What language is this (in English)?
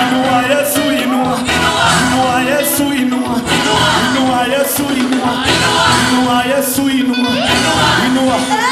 Kinyarwanda